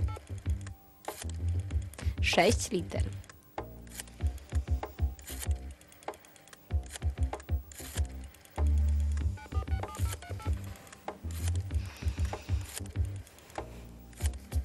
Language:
Polish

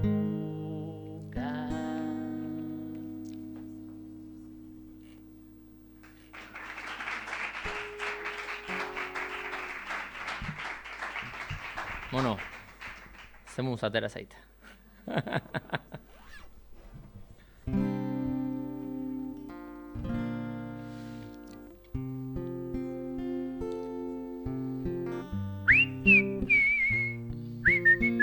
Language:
Basque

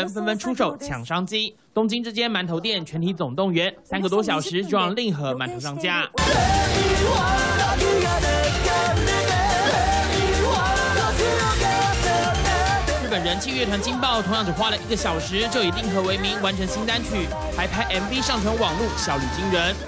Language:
Chinese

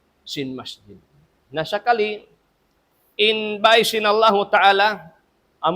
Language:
Tausug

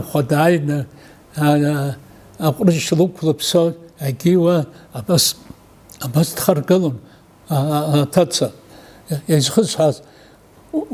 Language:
Abkhazian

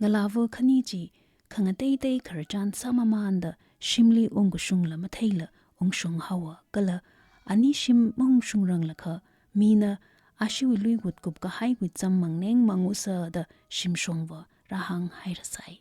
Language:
Tangkhul Naga (India)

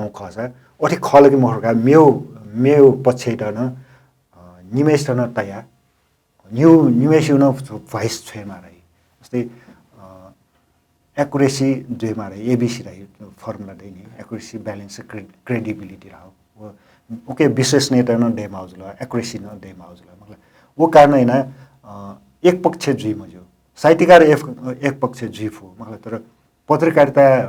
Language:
Newari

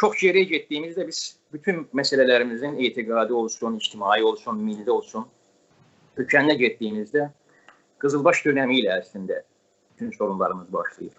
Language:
South Azerbaijani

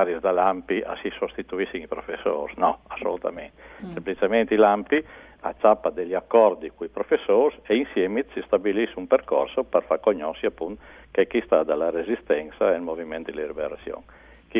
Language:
Friulian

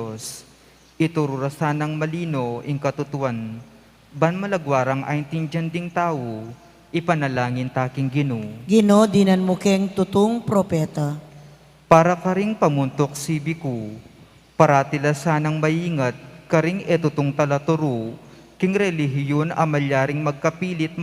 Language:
Pampanga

